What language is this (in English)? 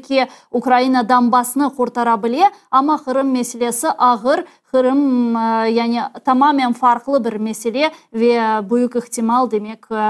Crimean Tatar